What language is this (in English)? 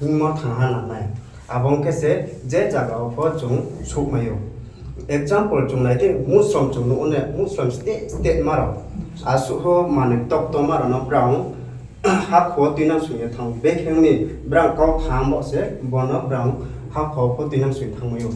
Riang (India)